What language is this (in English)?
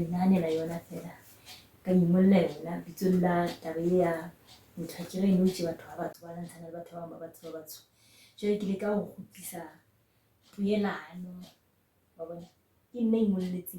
Southern Sotho